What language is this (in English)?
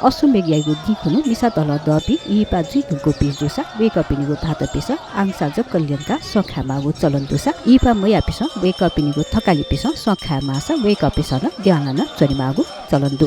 Newari